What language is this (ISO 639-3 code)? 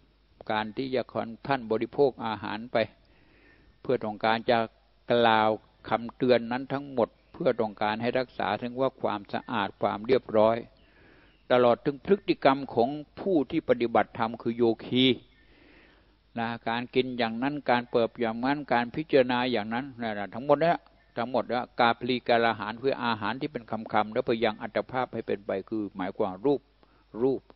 tha